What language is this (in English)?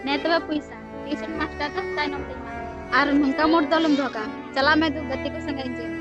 Santali